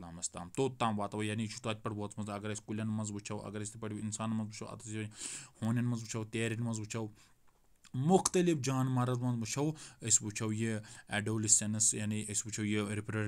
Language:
Kashmiri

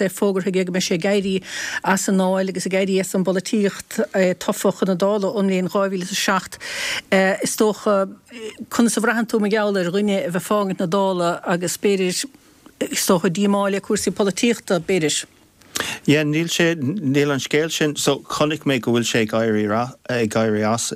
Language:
Irish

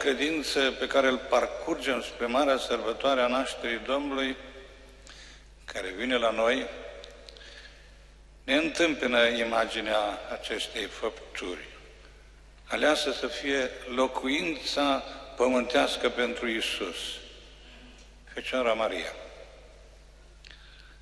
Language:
Romanian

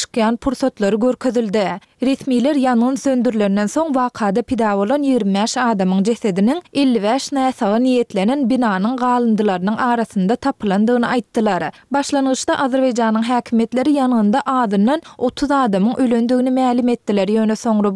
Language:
Turkmen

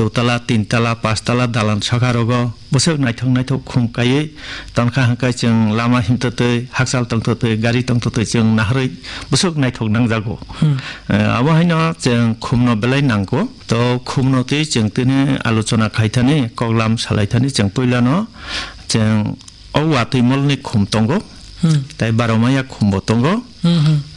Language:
Kok Borok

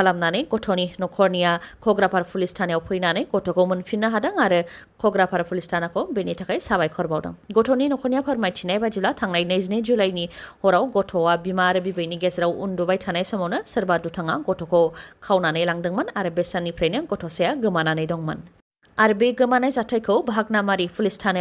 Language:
Bodo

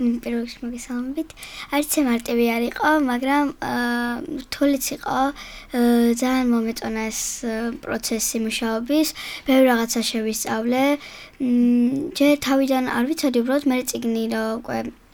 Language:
Georgian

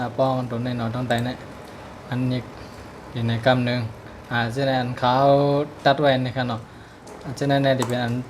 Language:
Shan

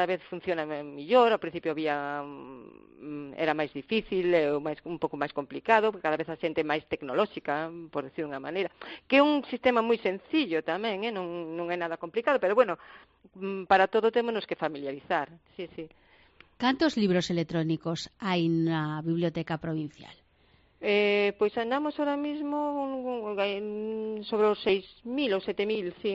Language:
Galician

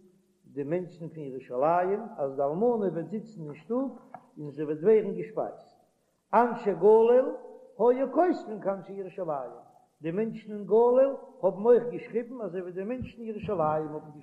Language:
Yiddish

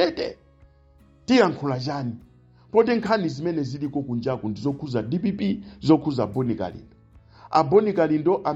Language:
Nyanja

